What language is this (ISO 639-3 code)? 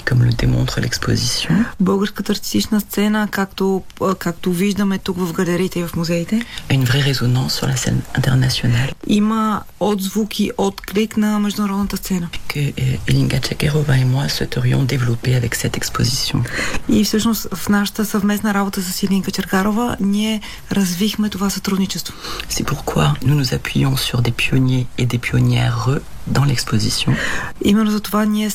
bul